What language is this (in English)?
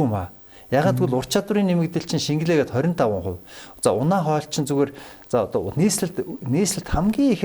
Mongolian